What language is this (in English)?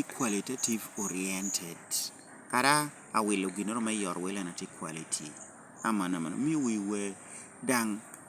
Lango (Uganda)